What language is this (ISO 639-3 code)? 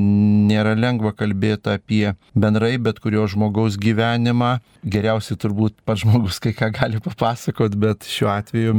lit